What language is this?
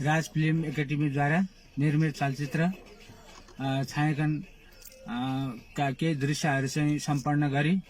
Nepali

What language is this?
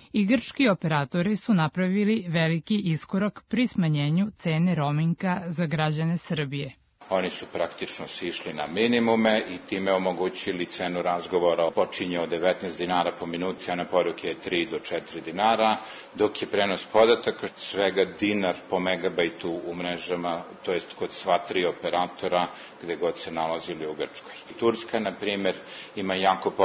Serbian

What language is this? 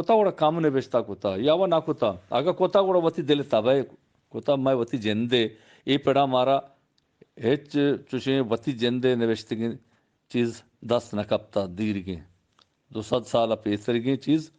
Eastern Balochi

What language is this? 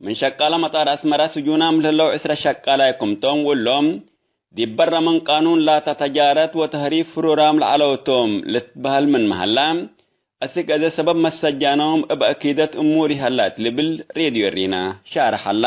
Tigre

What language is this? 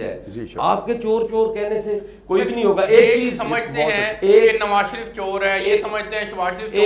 Urdu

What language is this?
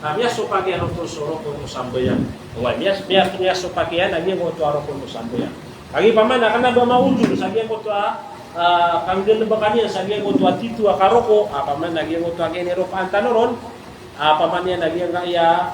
Maranao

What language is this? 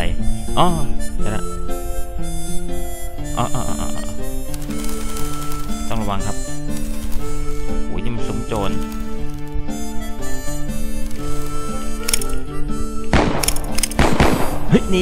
Thai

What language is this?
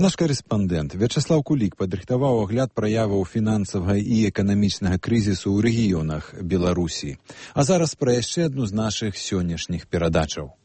Belarusian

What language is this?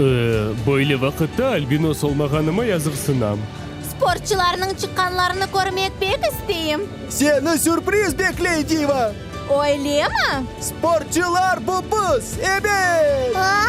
Crimean Tatar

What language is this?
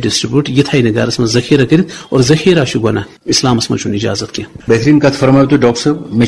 Kashmiri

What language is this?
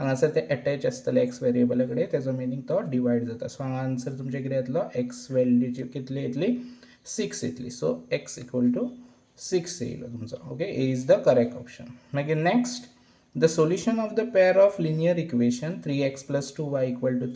Konkani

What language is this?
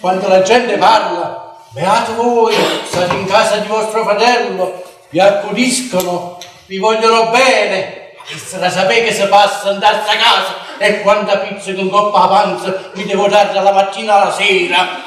Neapolitan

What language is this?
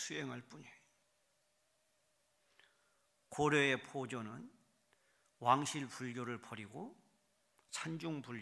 Korean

